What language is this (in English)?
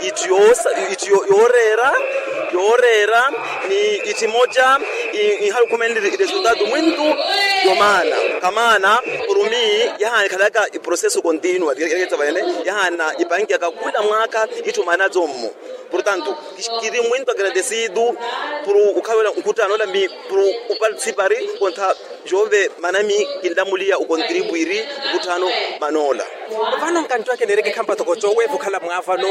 Makhuwa